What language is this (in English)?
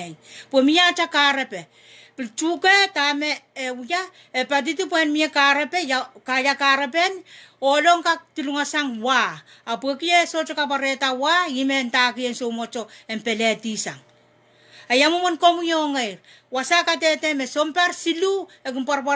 Pohnpeian